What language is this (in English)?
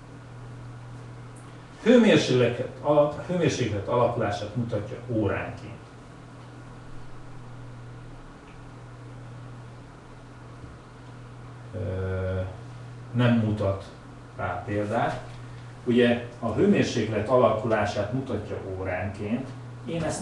Hungarian